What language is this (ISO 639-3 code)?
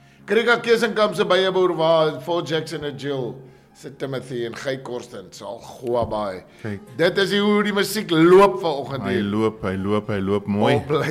afr